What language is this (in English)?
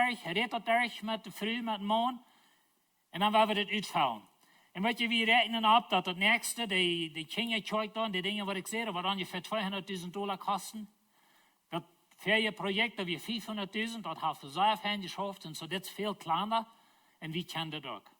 Plautdietsch